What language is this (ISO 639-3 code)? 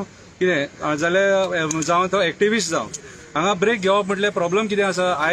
kok